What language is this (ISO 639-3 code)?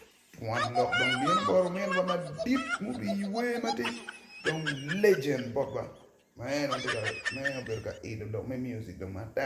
ach